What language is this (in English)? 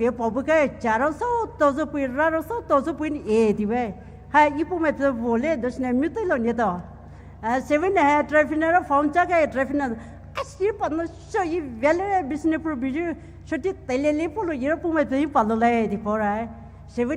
Poumei Naga